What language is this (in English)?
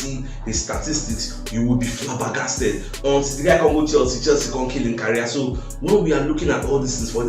Nigerian Pidgin